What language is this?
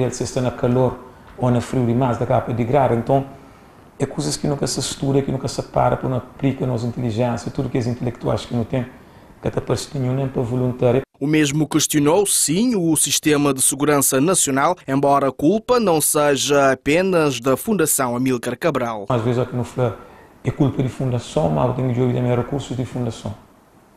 Kabuverdianu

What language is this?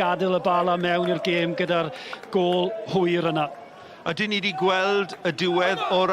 Welsh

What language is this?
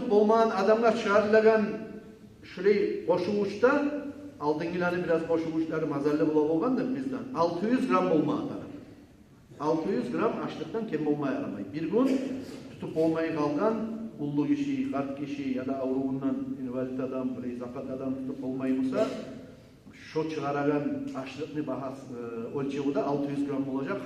Kumyk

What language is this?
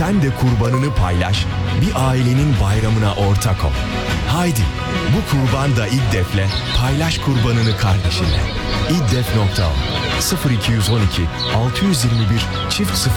Turkish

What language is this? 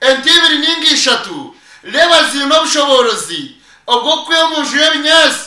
Nyankole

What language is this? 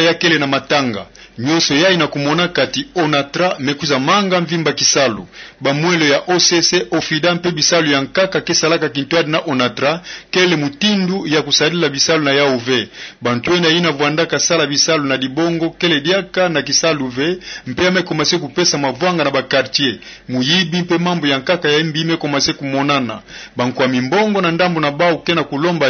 Kituba (Democratic Republic of Congo)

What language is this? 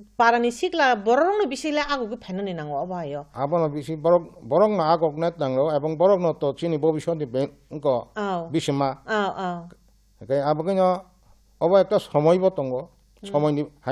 Kok Borok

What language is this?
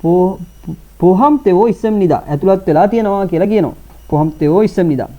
Sinhala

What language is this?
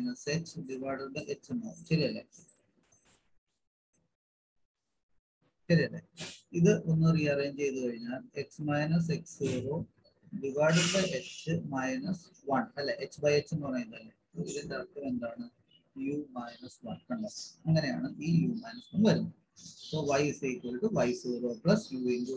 Malayalam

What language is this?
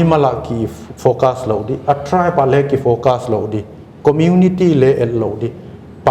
Paite Chin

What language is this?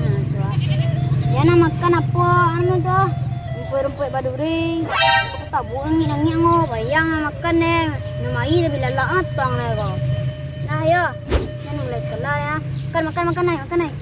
Minangkabau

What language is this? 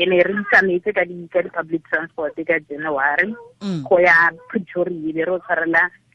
Tswana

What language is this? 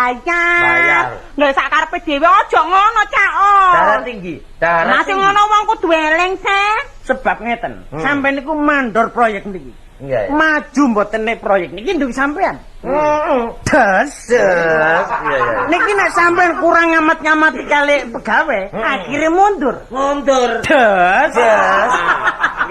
Javanese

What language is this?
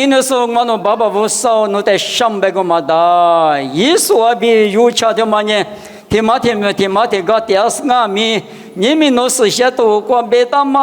Lisu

